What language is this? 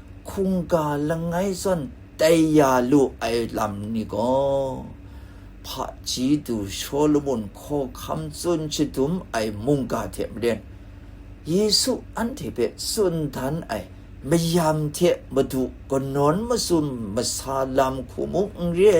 Kachin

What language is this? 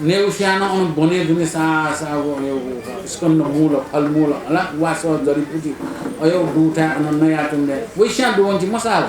Newari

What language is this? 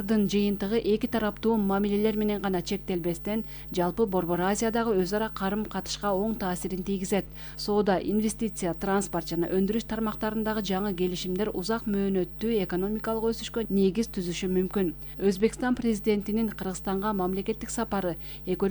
Kyrgyz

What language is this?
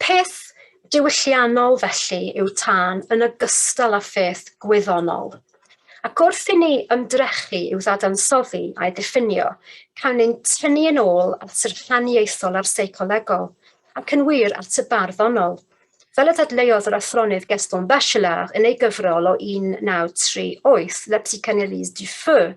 Welsh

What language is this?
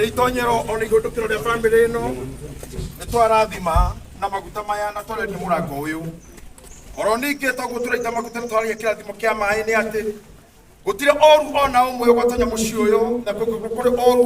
Kikuyu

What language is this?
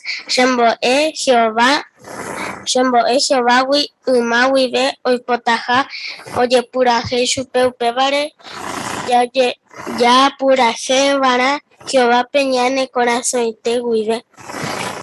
Guarani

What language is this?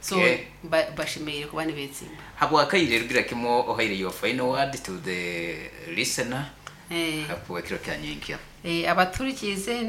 Nyankole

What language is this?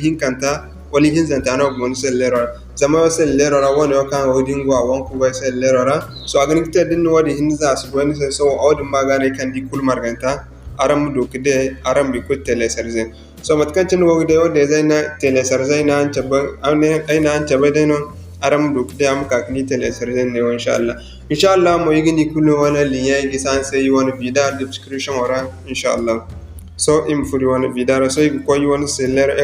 Zarma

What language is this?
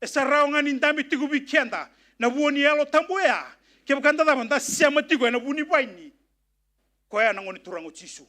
Fijian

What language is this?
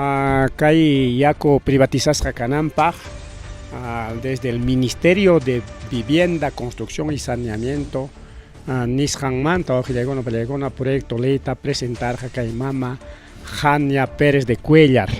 Ayacucho Quechua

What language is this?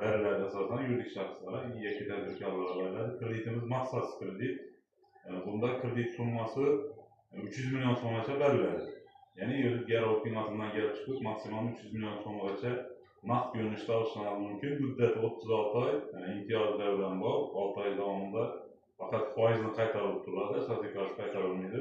Uzbek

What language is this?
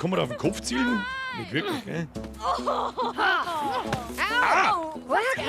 Bavarian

